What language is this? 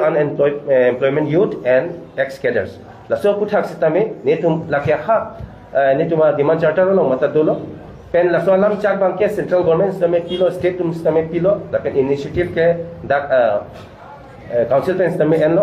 Karbi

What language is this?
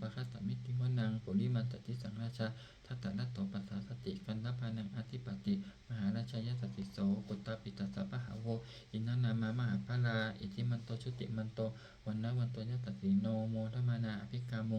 Pali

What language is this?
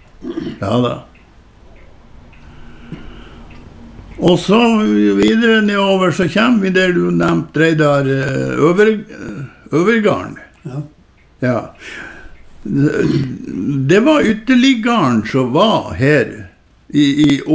Norwegian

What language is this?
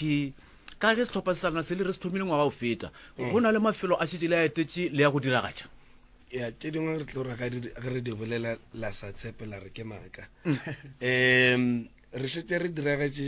Northern Sotho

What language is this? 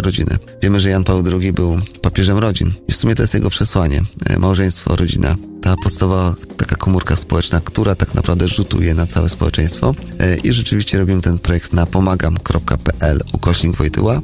Polish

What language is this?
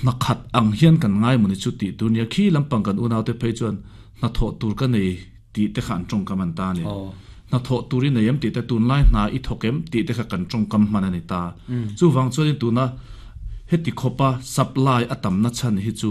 Mizo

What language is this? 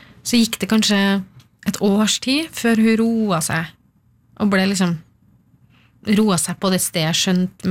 Norwegian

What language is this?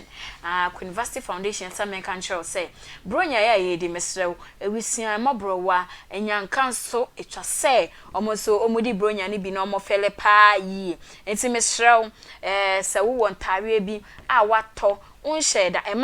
Akan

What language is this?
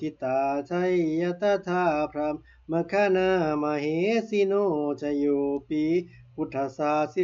Pali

